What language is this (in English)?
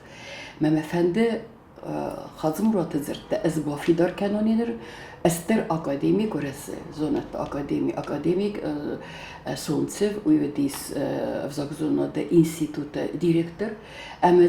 Ossetic